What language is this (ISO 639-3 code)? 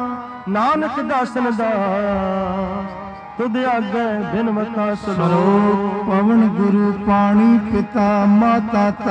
pan